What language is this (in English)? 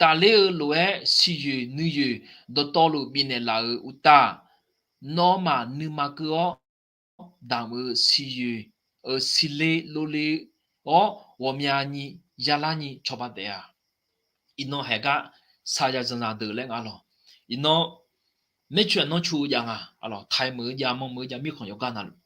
Akha